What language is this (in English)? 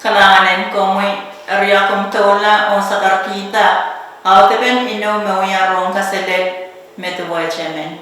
Pohnpeian